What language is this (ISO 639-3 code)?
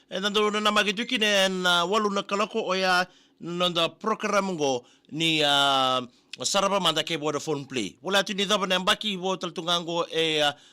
fij